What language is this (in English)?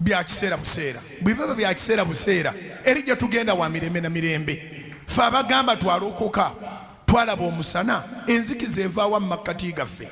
Ganda